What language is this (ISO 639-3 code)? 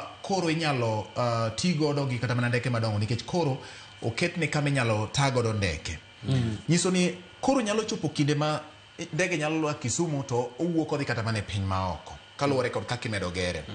luo